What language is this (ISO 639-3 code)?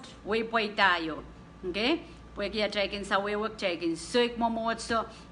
pon